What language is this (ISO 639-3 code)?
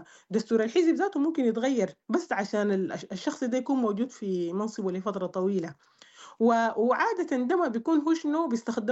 apd